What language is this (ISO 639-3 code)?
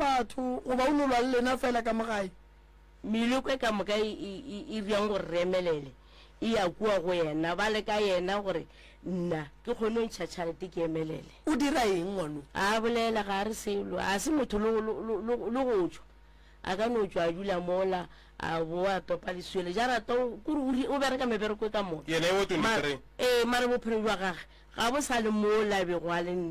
nso